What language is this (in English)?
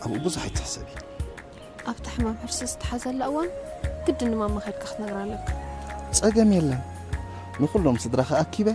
Tigrinya